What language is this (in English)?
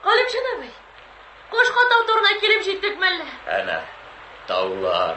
Tatar